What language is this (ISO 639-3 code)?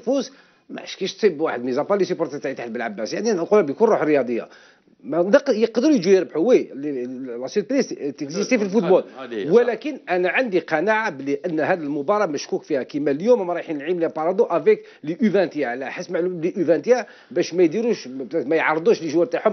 arq